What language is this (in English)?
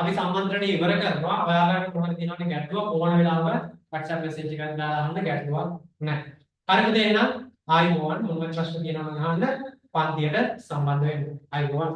Sinhala